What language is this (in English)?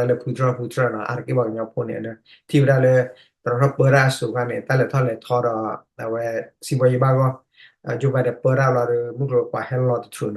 S'gaw Karen